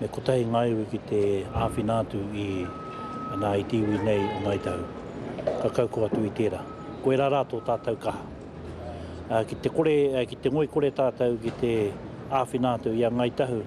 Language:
Māori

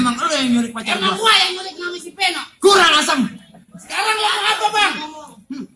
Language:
Betawi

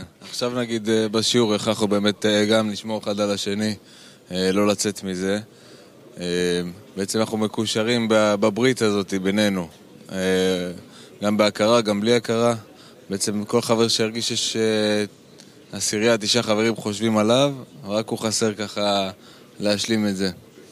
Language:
Hebrew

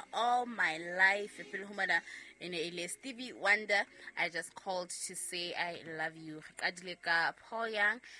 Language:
Southern Sotho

